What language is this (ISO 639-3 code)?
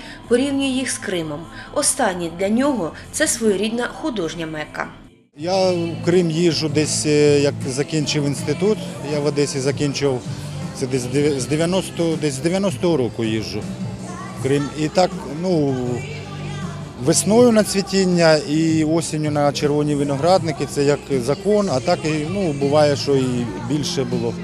ukr